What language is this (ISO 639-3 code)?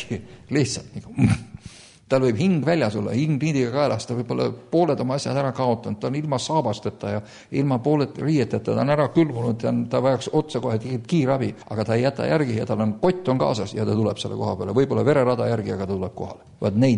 est